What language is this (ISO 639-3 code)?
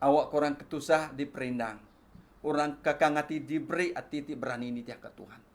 iba